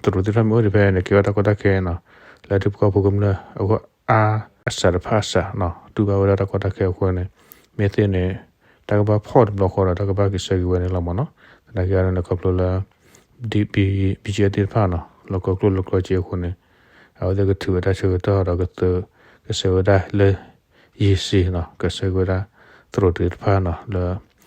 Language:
S'gaw Karen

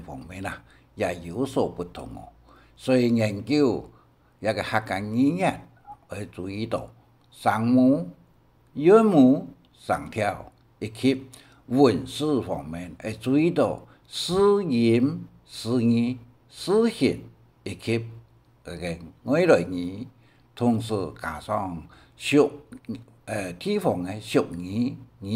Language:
Hakka Chinese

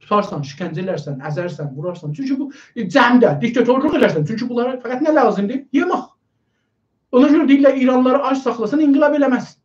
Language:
South Azerbaijani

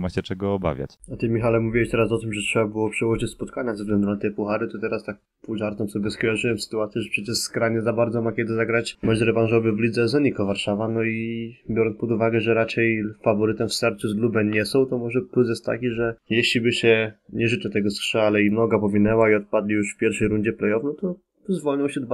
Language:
Polish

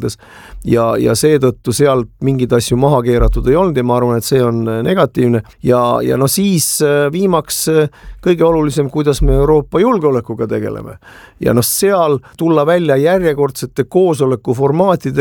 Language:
Estonian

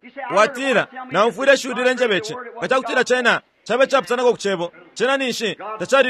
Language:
Bemba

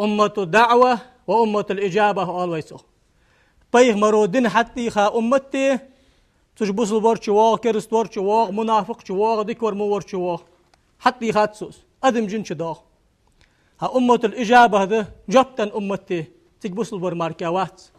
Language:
Ingush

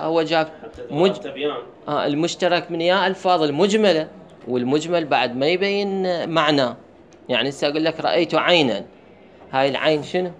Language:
Mesopotamian Arabic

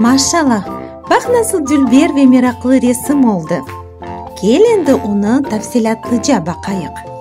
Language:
Crimean Tatar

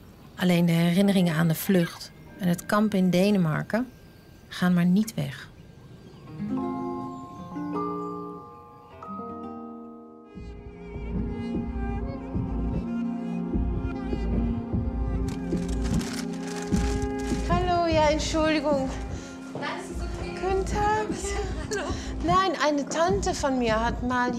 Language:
Dutch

